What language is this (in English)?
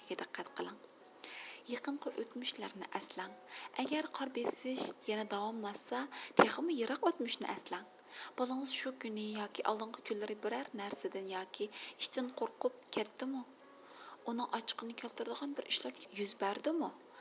Uyghur